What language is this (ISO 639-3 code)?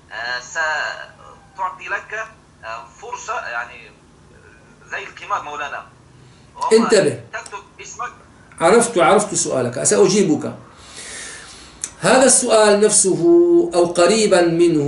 ara